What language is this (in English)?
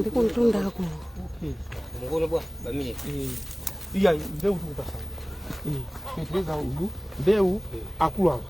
Nyanja